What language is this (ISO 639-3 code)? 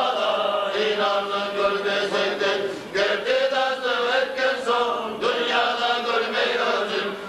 kum